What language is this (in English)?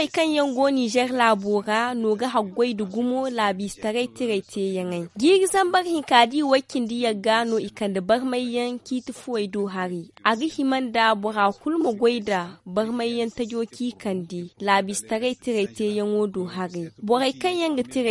Zarma